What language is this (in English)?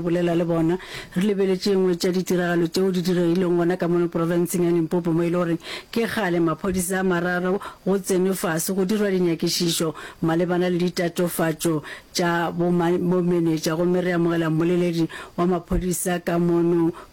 Northern Sotho